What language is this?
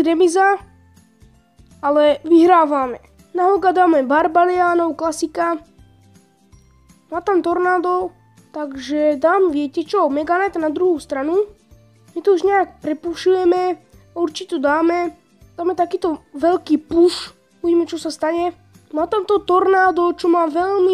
Slovak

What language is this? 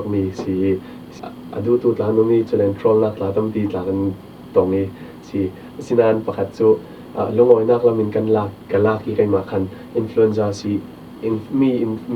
Falam Chin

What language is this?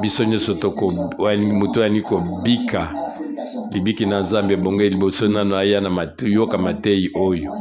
Lingala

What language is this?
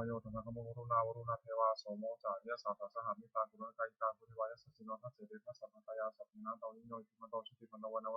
Pali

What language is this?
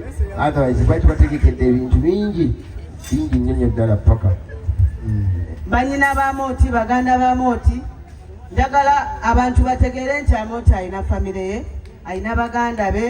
Ganda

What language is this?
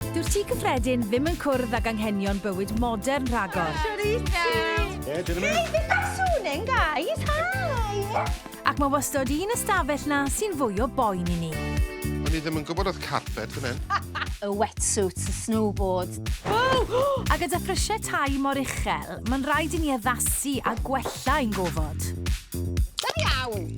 Welsh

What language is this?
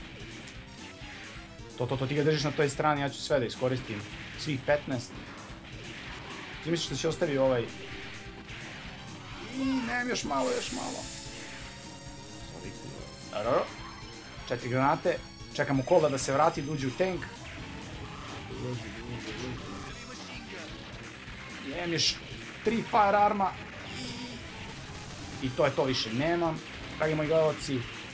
Serbian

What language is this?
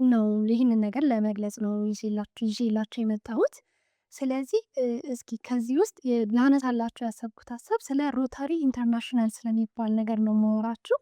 Amharic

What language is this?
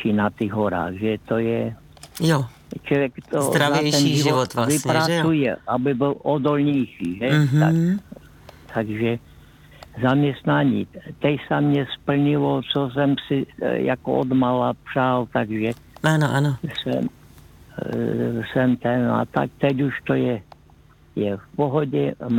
Czech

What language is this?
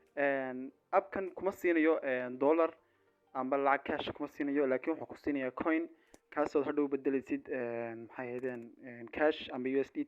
Somali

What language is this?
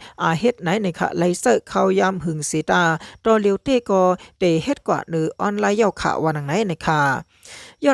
Shan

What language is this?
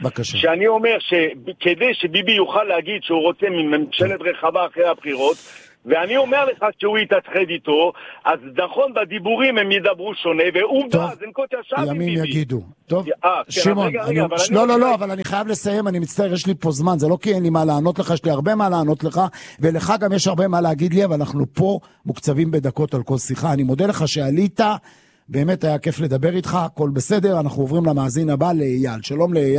Hebrew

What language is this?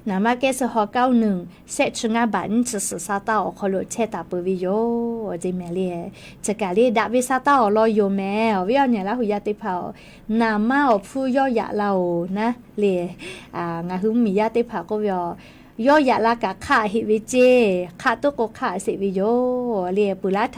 Lahu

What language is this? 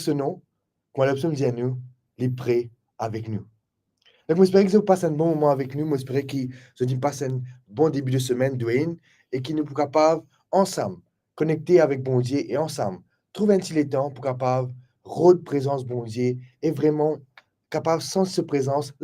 Morisyen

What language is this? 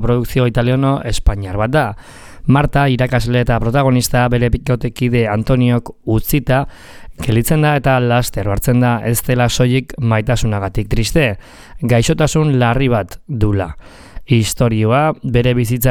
Basque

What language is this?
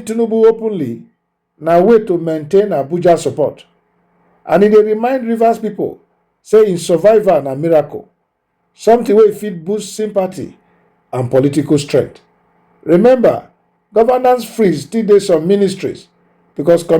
Nigerian Pidgin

